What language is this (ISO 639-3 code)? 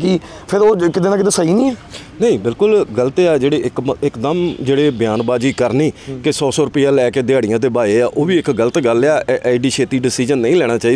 pan